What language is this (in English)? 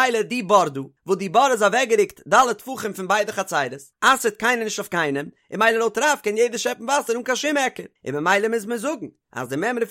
Yiddish